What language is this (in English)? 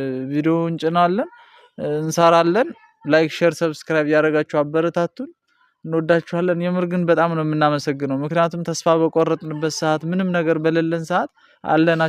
Amharic